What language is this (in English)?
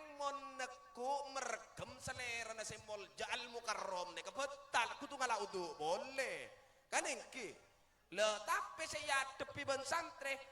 Madurese